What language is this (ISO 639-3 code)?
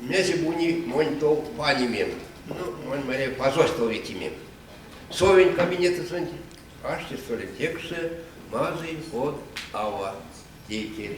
myv